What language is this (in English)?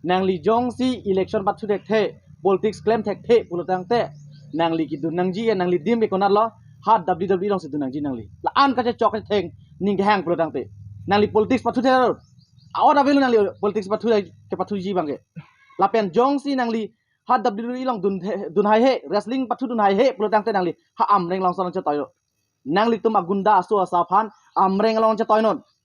Karbi